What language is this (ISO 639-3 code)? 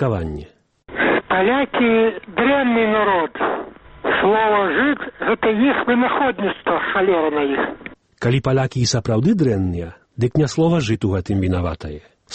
bel